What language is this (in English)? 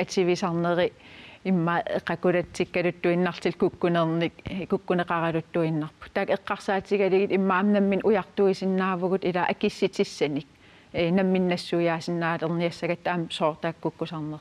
Kalaallisut